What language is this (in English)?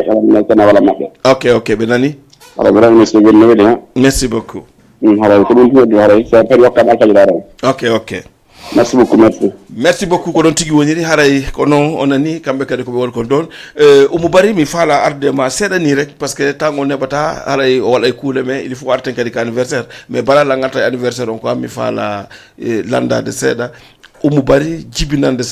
Fula